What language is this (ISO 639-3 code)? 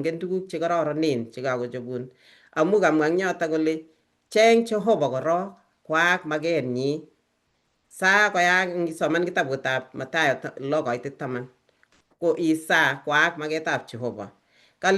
kln